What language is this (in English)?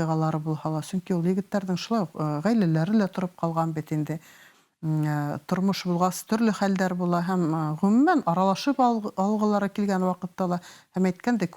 Bashkir